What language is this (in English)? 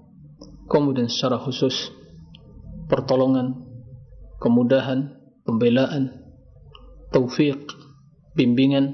Indonesian